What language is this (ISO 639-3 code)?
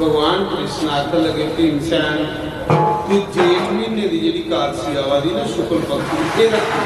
doi